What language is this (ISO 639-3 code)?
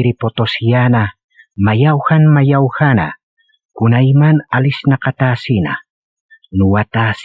aym